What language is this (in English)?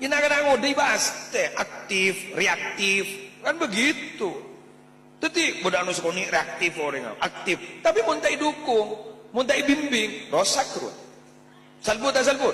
Madurese